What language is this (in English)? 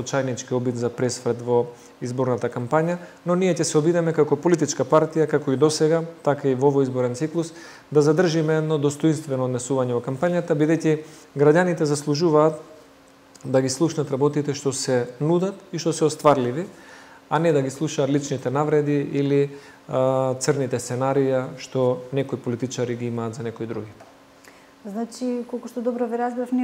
Macedonian